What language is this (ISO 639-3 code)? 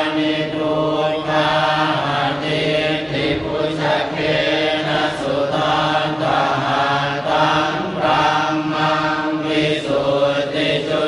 pli